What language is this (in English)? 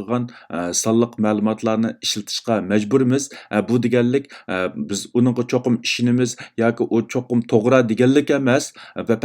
Uyghur